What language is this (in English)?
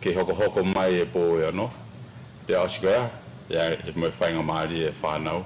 Tongan